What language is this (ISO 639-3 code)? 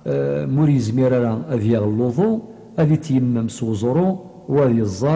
kab